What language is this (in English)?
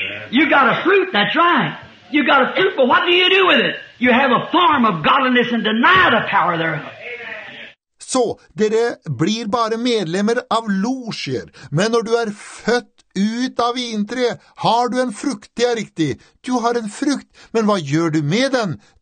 Norwegian